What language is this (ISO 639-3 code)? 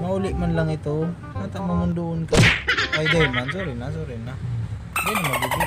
bik